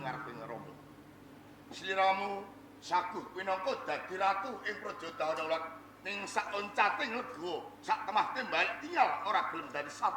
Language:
Javanese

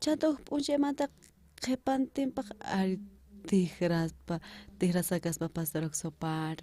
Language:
South Bolivian Quechua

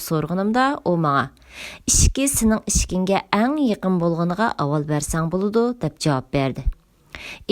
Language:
Uyghur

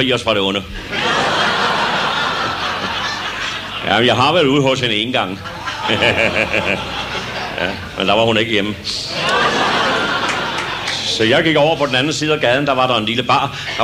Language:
Danish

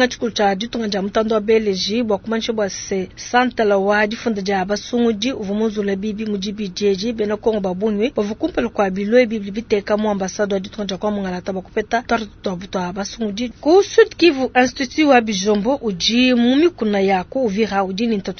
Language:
Luba-Lulua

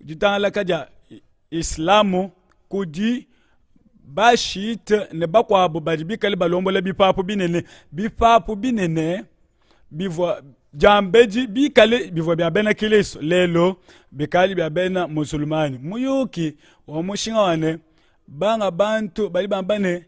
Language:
Luba-Lulua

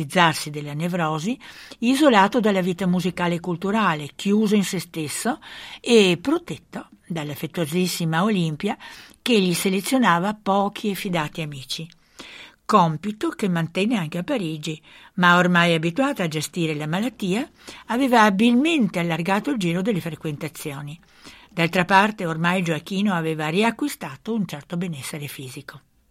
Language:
Italian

